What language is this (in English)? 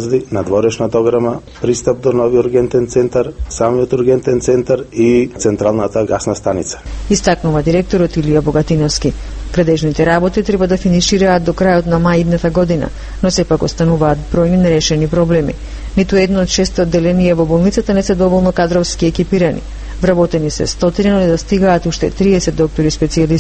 Macedonian